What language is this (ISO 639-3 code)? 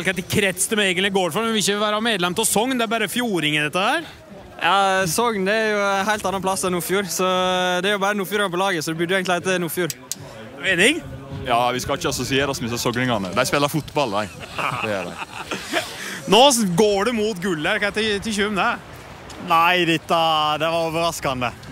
nor